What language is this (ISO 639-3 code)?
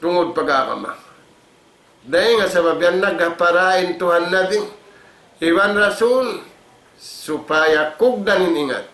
tsg